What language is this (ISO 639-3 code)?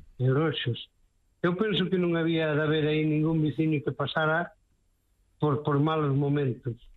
glg